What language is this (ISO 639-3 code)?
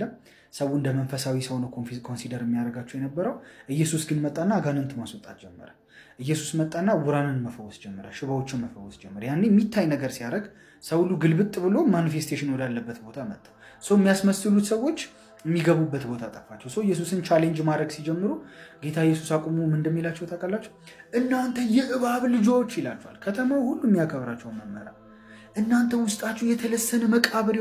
amh